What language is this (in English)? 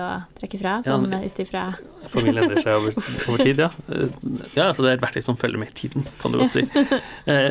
Norwegian